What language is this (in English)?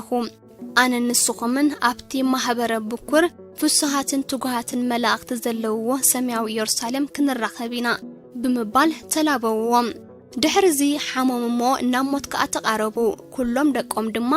Tigrinya